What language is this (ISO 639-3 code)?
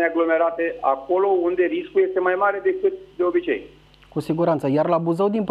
ron